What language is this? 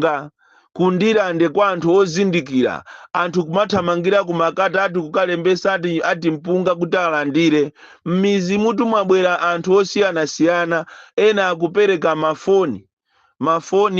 Nyanja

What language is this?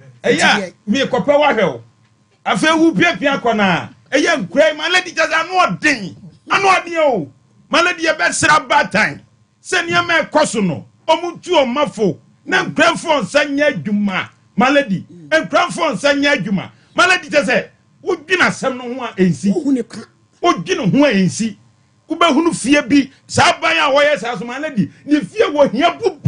Akan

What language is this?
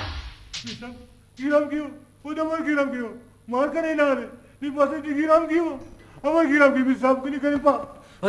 Brahui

